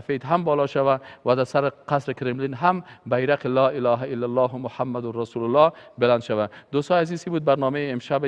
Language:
Persian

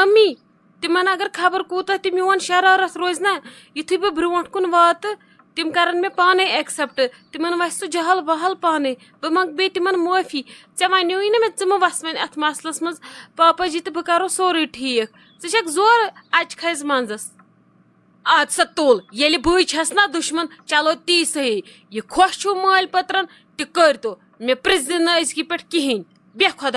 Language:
Kashmiri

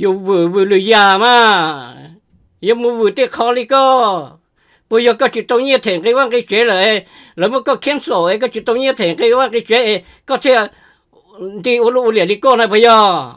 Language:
Hmong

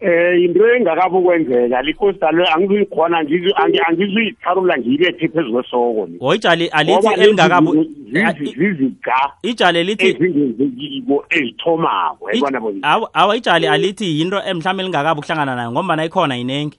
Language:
South Ndebele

